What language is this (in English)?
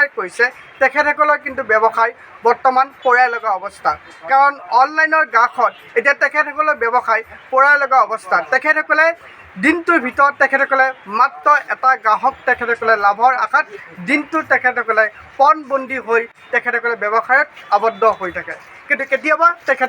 Assamese